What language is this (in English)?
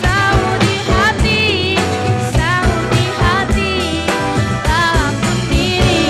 Banjar